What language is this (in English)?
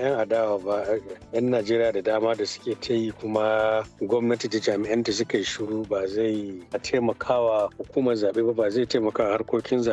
Hausa